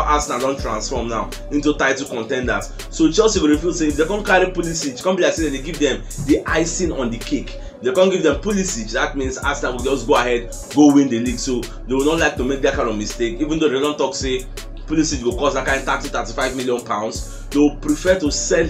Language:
Nigerian Pidgin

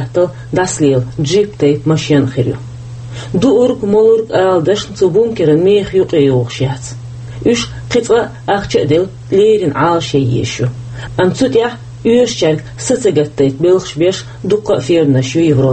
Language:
Chechen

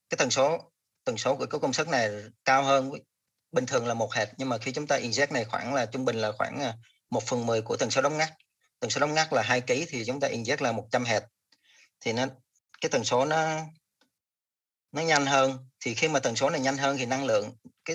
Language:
Vietnamese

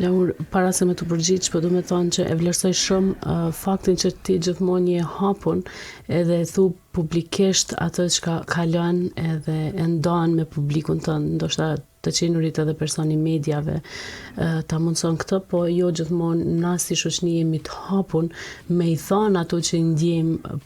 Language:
Albanian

